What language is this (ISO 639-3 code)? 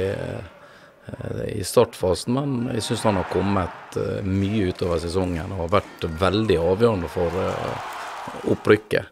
nor